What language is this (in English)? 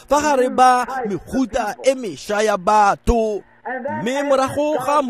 Tswana